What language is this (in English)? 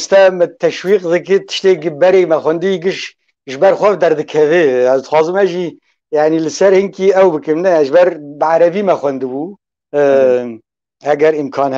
Kurdish